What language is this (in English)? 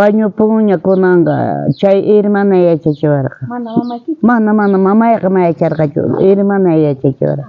South Bolivian Quechua